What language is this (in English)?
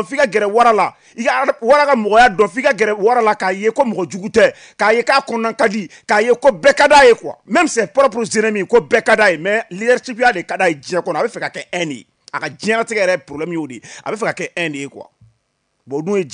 Bambara